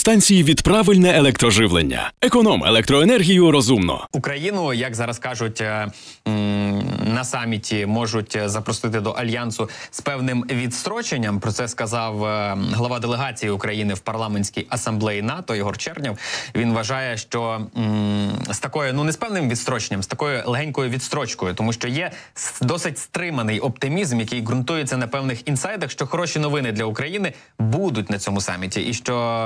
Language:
Ukrainian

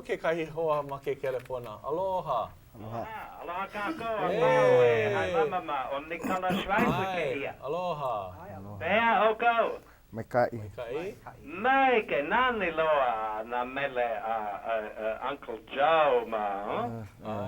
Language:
Hawaiian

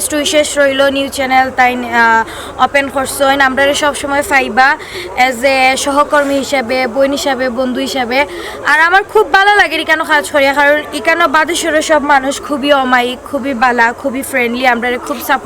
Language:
Sylheti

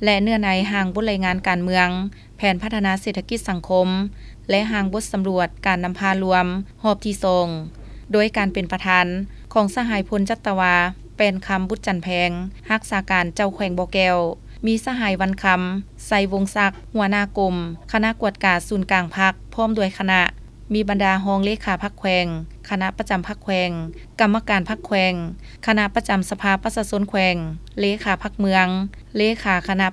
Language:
Lao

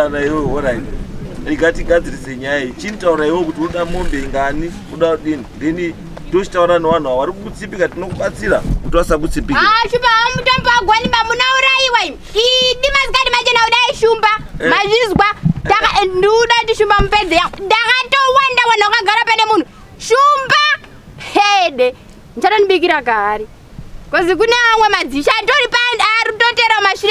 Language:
Shona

